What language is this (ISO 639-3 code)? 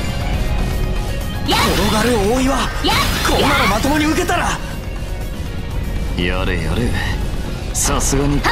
jpn